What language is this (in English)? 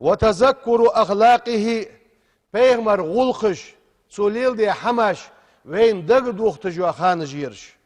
Ingush